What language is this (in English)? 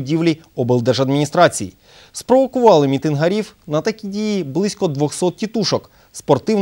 Ukrainian